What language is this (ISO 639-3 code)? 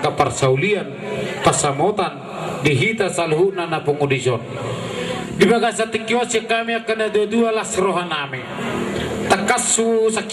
bbc